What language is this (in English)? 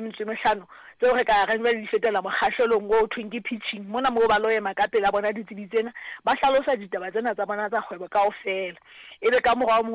Southern Sotho